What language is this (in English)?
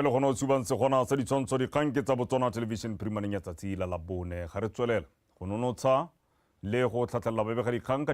Tswana